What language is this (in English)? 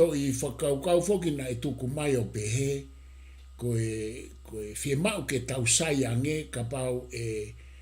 Tongan